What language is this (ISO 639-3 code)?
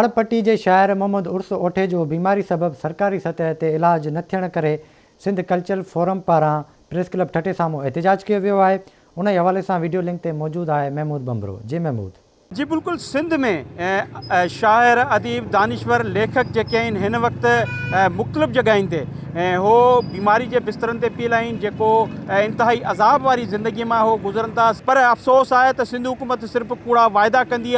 snd